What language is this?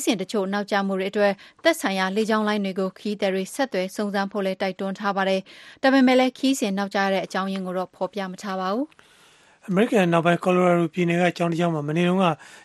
Burmese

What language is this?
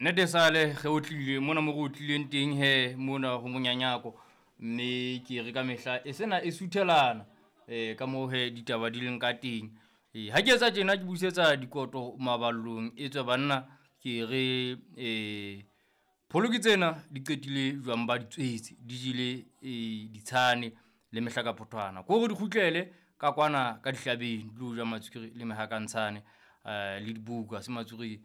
Southern Sotho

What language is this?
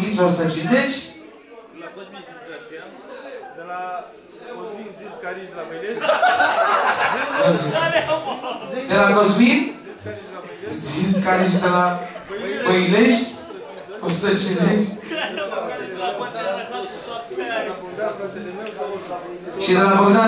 Romanian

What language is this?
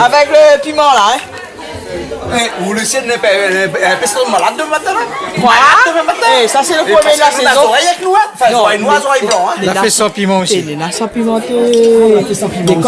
Réunion Creole French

